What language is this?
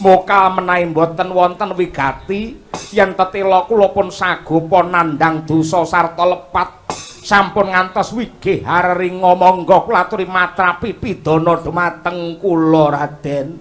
Javanese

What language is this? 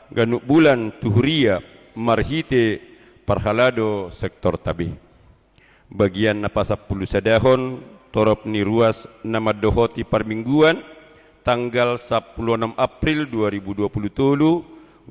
Batak Toba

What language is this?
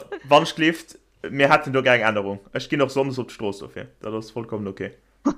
Luxembourgish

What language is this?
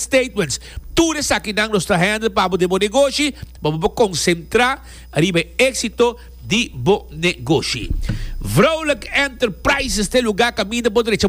Papiamento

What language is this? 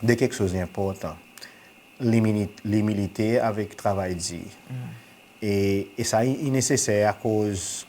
Seselwa Creole French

